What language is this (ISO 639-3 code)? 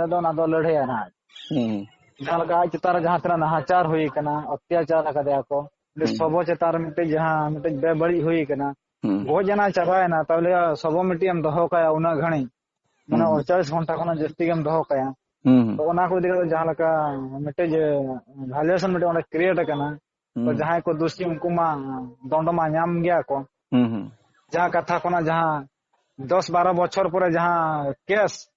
sat